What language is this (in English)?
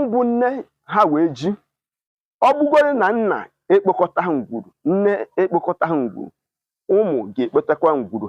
Igbo